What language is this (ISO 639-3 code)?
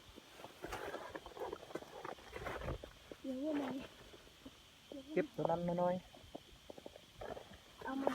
lao